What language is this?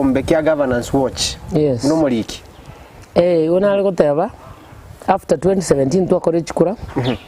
Gusii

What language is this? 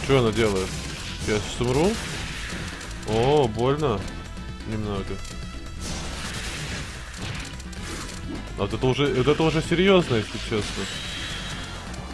Russian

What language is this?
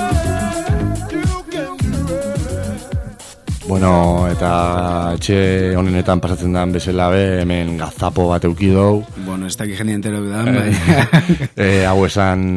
Basque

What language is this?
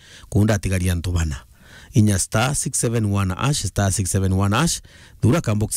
Meru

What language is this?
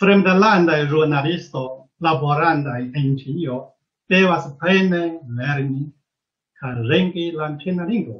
Esperanto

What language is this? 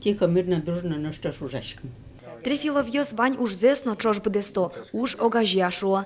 Udmurt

